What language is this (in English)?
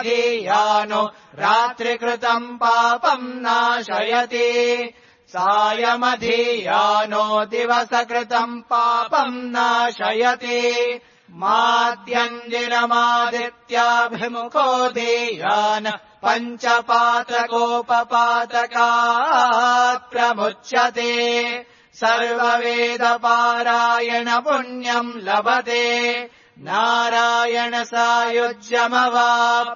Sanskrit